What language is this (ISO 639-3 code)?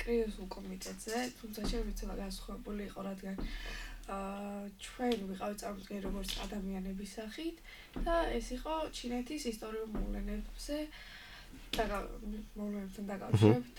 kat